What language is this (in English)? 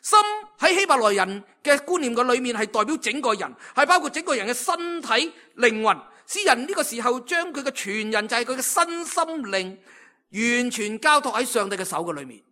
Cantonese